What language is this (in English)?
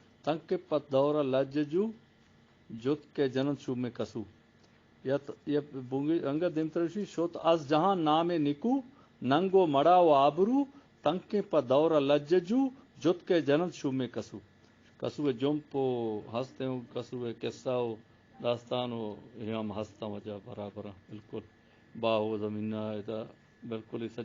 Eastern Balochi